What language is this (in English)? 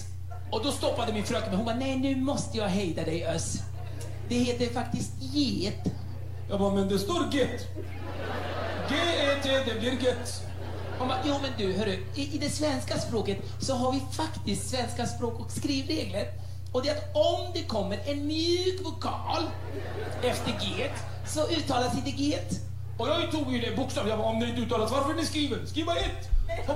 Swedish